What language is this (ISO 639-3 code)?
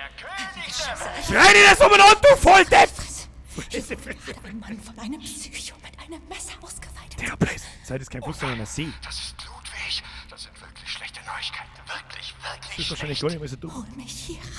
bar